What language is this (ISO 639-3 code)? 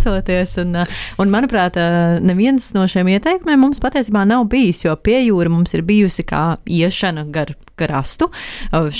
lav